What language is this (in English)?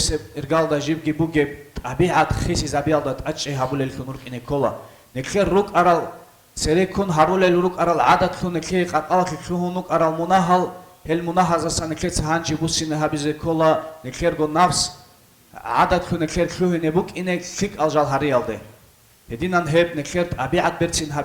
Avaric